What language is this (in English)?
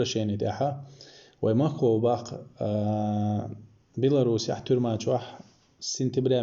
Chechen